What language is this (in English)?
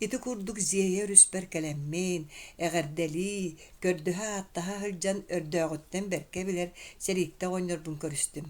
Yakut